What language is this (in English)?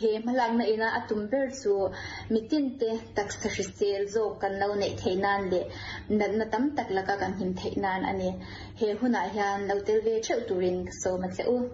Mizo